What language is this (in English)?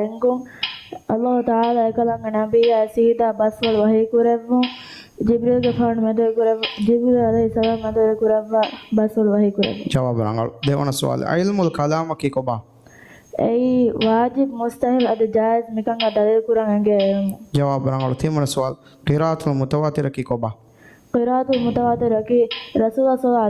Divehi